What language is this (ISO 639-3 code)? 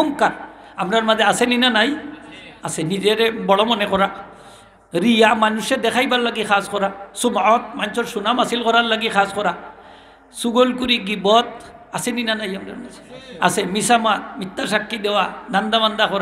syl